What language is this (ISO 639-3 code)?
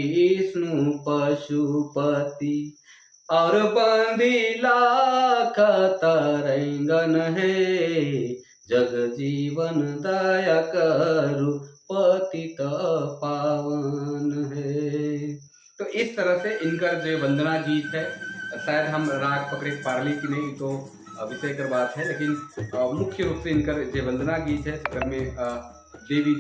sck